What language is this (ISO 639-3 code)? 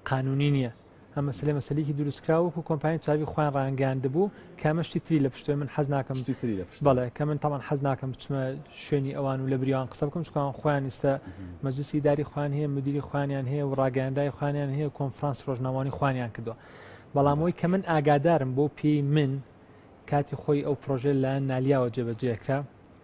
ckb